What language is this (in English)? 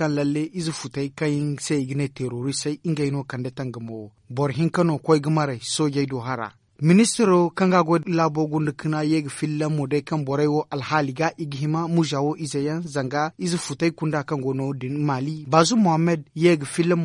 Zarma